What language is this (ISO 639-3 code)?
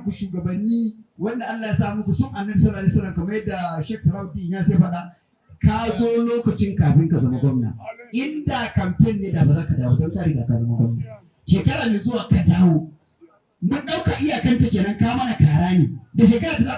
hau